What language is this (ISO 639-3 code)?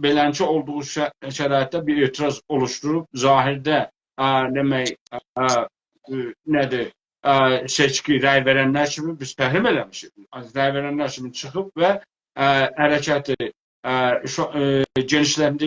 azb